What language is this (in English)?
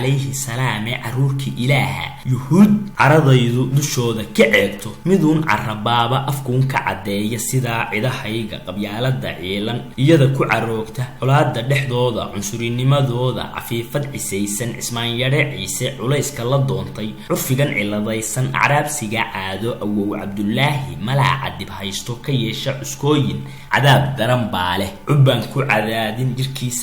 Somali